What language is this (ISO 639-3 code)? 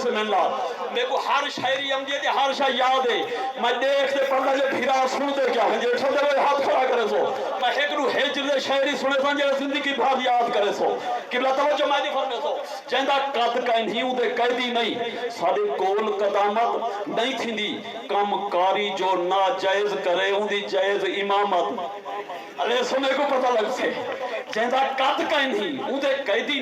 skr